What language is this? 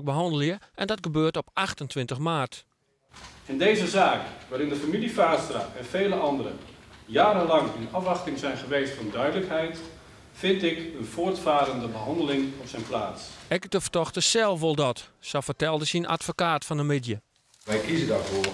Western Frisian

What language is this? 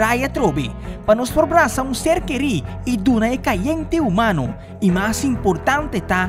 Papiamento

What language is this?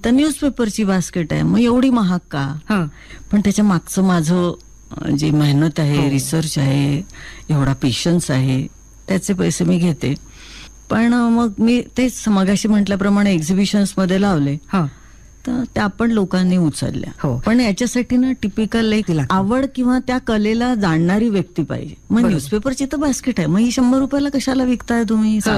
Marathi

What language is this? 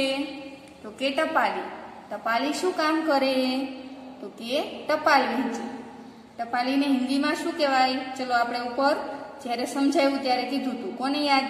Gujarati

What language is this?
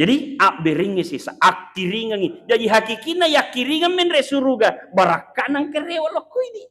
Buginese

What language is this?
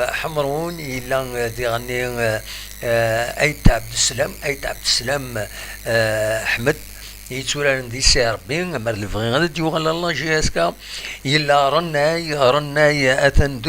Kabyle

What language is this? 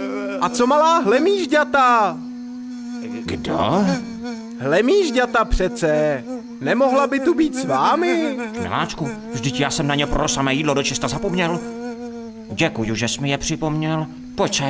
Czech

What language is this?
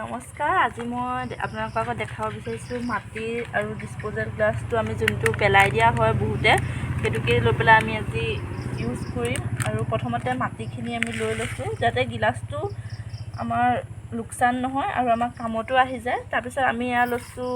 Assamese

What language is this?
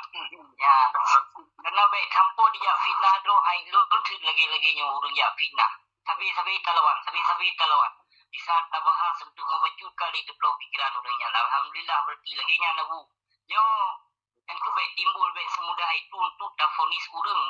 Achinese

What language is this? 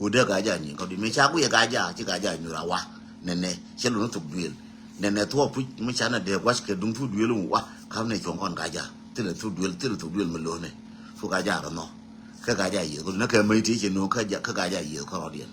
Nuer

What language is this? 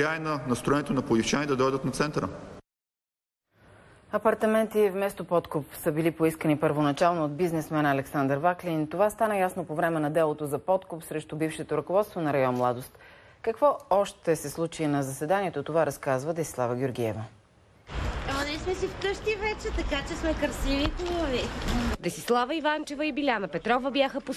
Bulgarian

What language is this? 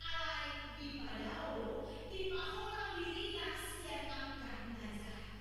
Batak Toba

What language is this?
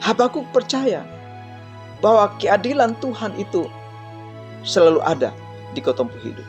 Kupang Malay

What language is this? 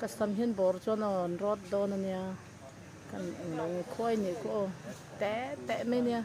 Mizo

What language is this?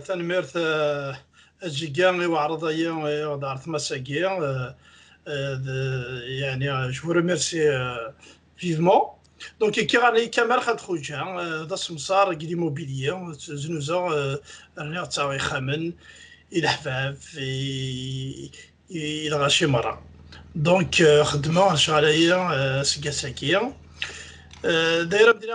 Kabyle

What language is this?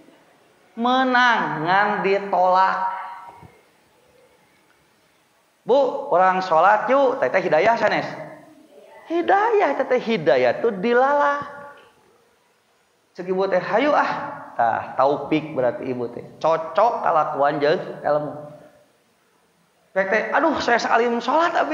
Sundanese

